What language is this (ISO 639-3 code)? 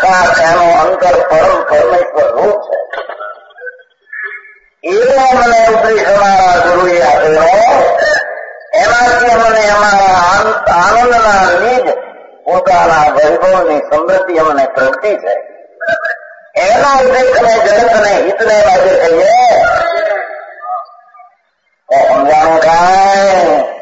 guj